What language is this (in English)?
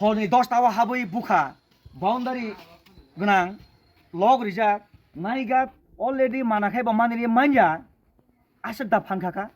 Kok Borok